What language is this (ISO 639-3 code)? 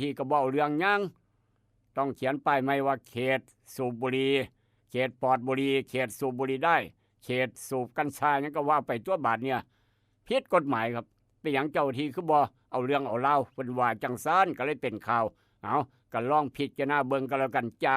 tts